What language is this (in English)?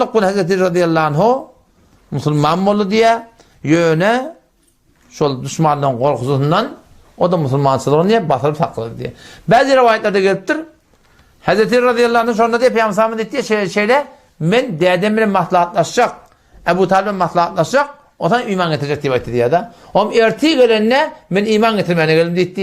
Turkmen